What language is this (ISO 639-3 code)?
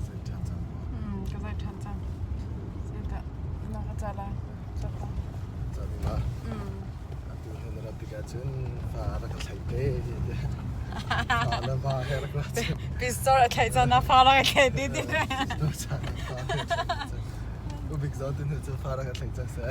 cnh